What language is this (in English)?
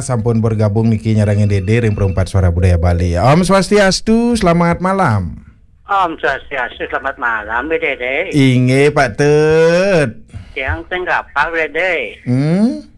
Balinese